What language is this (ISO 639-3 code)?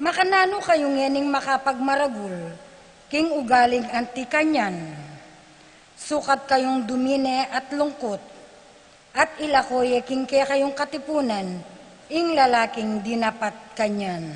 pam